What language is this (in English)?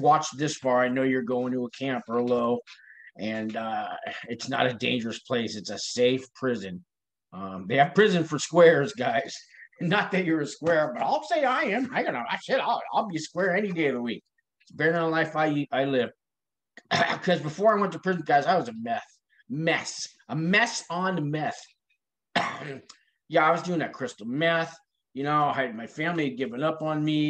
English